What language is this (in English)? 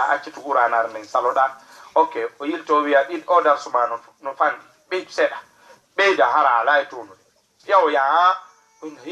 Fula